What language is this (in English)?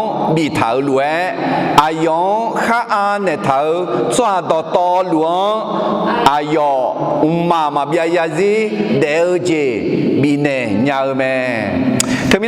Akha